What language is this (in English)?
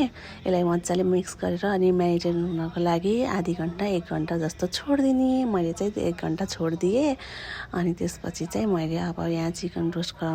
Nepali